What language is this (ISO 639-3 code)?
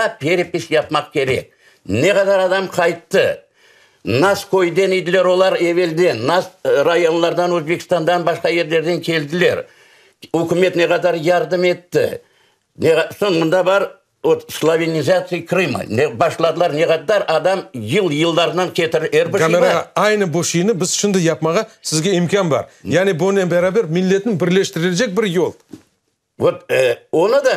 crh